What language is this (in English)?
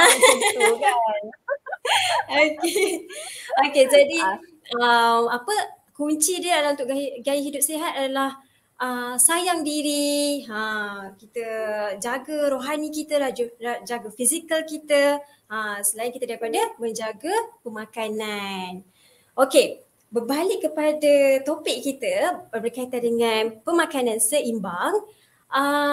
Malay